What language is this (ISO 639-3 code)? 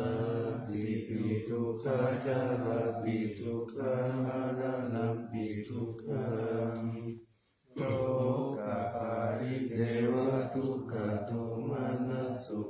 pli